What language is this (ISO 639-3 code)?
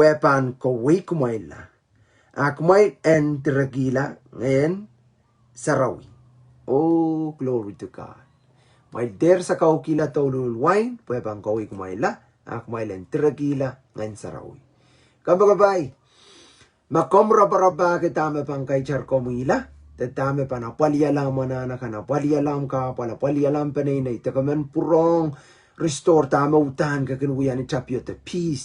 pon